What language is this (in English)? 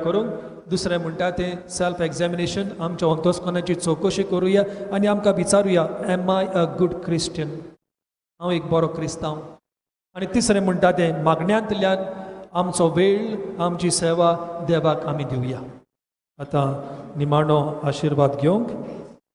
Konkani